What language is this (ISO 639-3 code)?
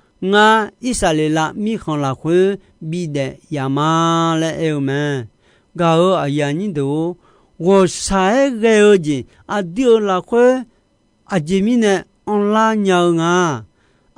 ahk